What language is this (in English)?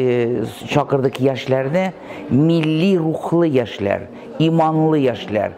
Tatar